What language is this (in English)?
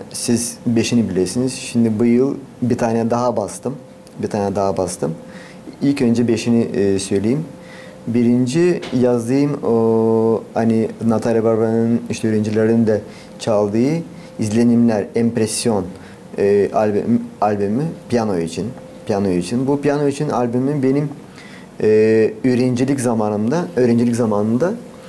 Gagauz